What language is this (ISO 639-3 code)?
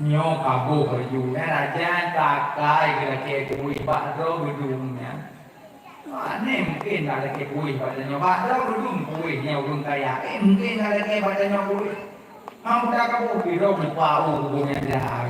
ace